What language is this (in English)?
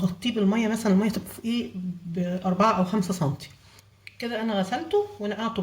Egyptian Arabic